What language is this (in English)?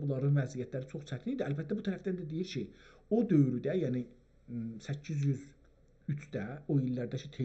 South Azerbaijani